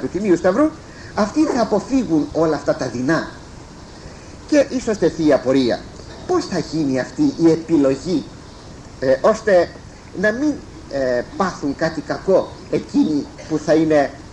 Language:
Greek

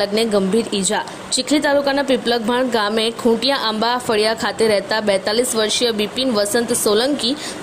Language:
Gujarati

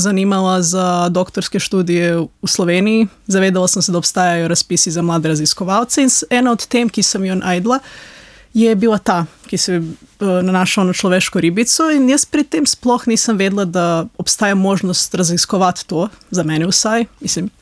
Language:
Slovenian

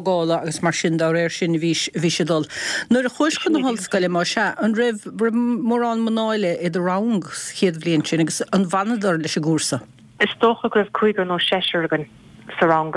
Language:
Irish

